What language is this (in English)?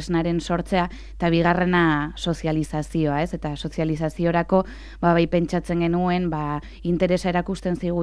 Basque